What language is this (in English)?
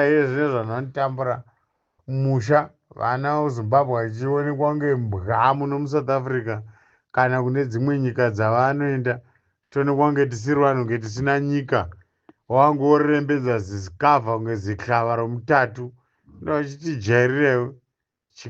Shona